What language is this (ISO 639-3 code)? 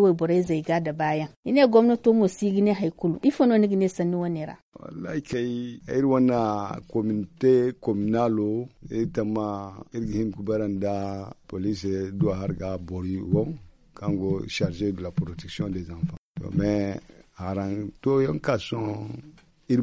dje